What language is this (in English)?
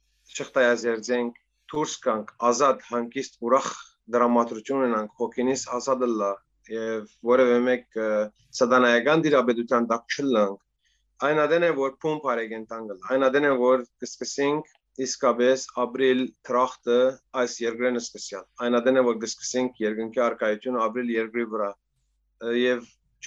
Western Armenian